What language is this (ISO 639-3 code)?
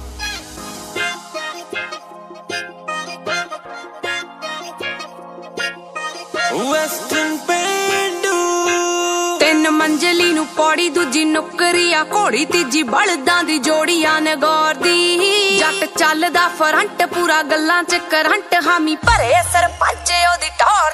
pan